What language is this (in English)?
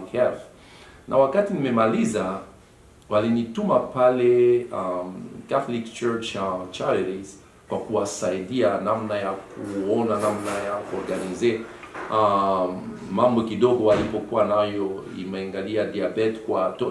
Swahili